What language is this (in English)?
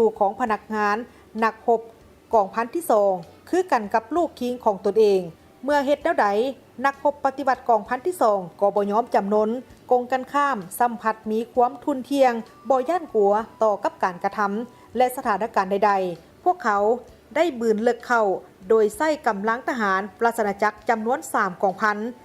Lao